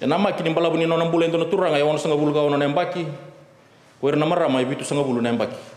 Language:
Fijian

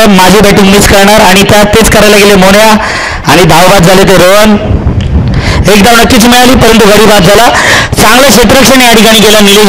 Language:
Marathi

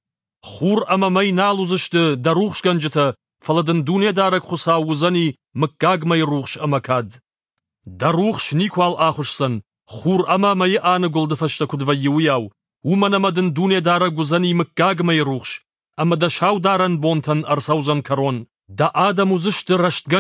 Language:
Ossetic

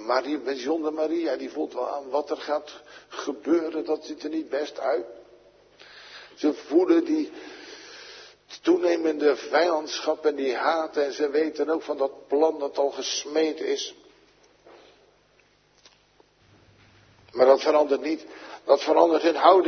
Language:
Dutch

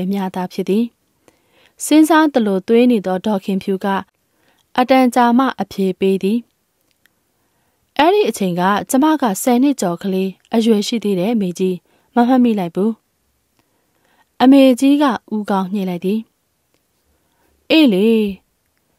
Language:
Burmese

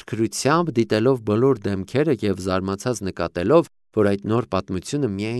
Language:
Armenian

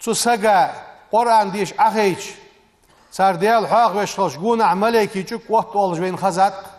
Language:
Ingush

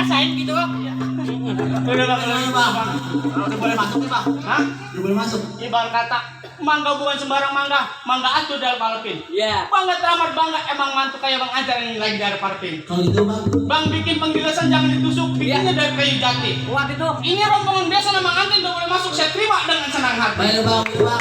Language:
Betawi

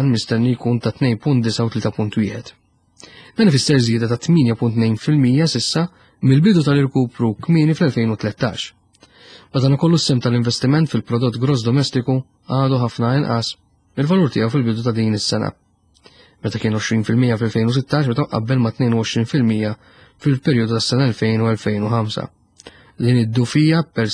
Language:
Maltese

